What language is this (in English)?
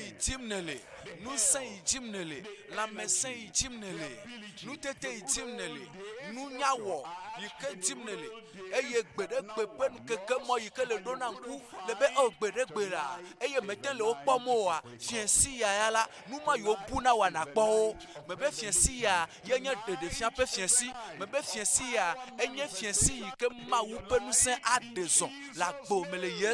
Ewe